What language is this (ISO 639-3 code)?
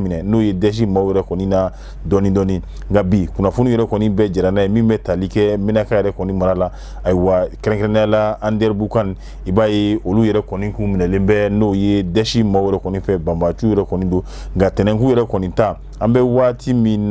bam